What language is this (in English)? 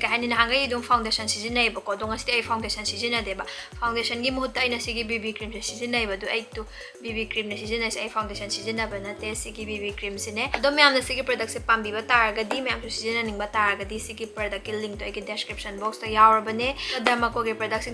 Manipuri